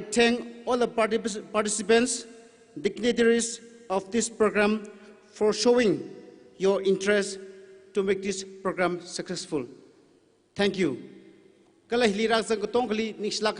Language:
Tangkhul Naga (India)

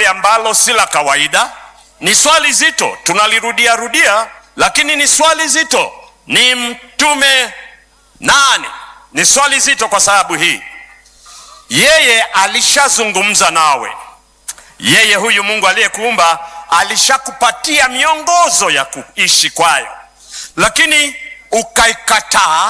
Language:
Swahili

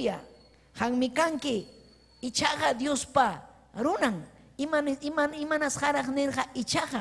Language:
Ayacucho Quechua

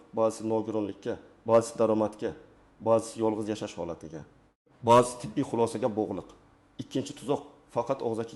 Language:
Uzbek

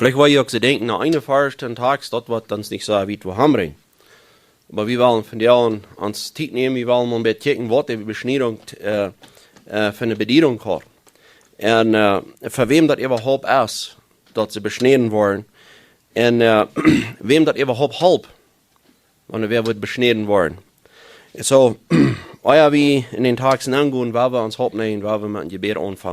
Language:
Plautdietsch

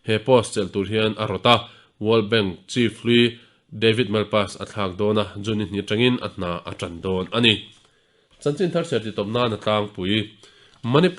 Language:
Mizo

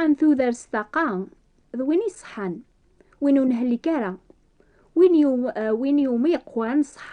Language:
Kabyle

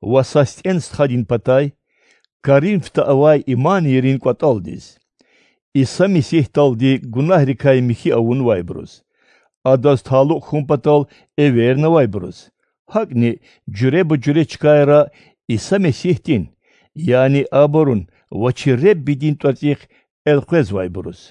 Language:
Azerbaijani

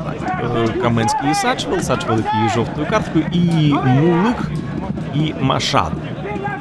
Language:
Ukrainian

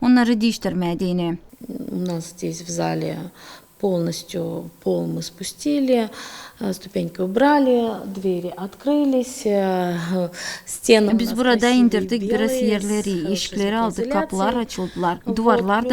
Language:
Gagauz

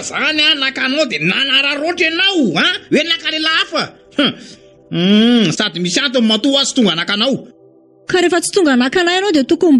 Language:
Malagasy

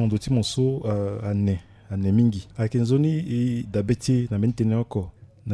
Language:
Sango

